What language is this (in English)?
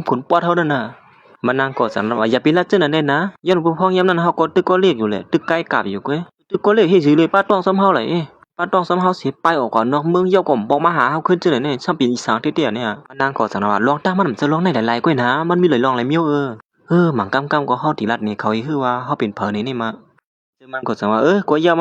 Shan